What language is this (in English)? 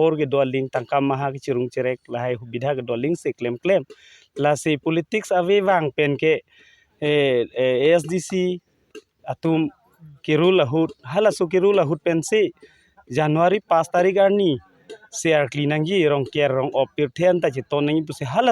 Karbi